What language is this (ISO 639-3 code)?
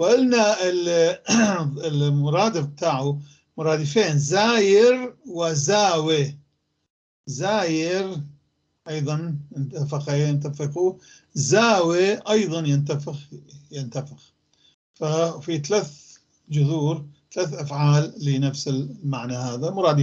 apc